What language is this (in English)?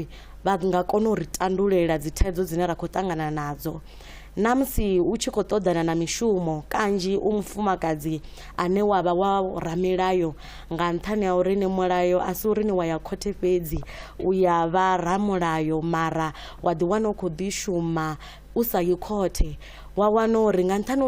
Venda